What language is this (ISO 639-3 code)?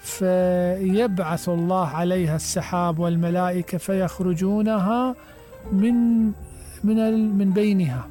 acm